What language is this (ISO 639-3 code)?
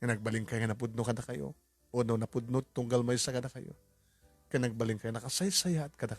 ilo